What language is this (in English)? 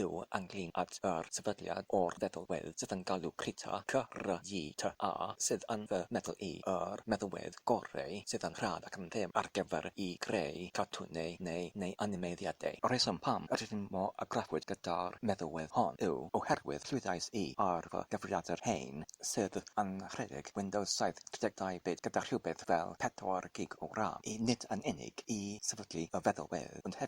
Welsh